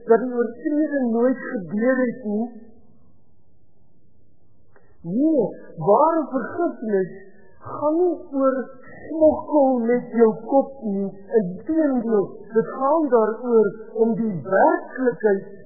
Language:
Afrikaans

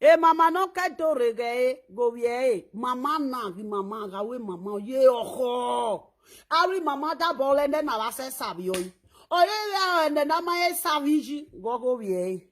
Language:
Nigerian Pidgin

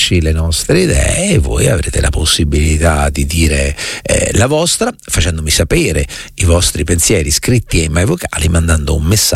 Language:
Italian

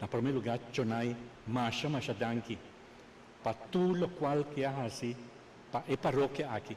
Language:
Papiamento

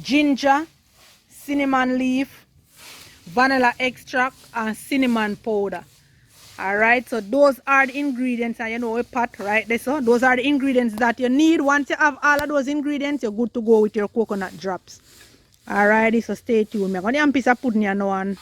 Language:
Jamaican Creole English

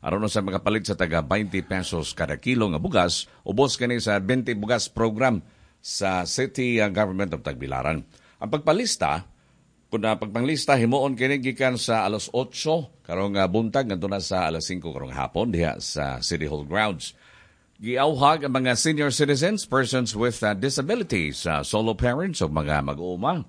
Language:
Cebuano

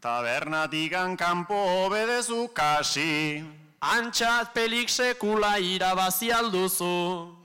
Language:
Basque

